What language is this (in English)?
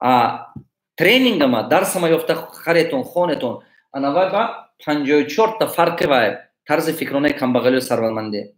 Tajik